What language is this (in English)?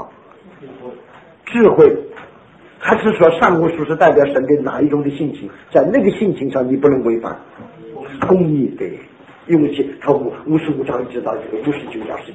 Chinese